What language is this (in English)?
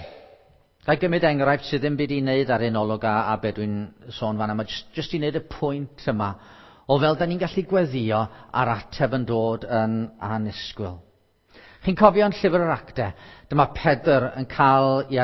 Welsh